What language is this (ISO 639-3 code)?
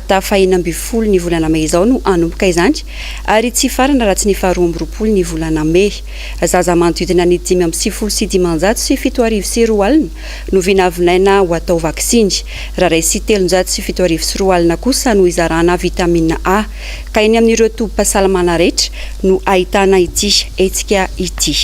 mlg